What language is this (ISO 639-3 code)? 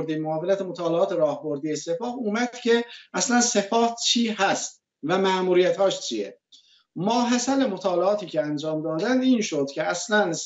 fas